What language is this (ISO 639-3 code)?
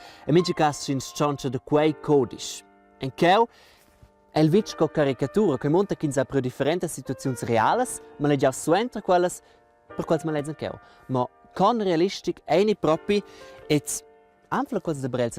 roh